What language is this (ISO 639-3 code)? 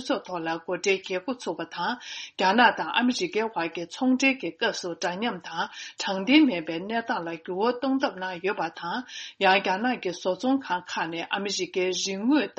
bod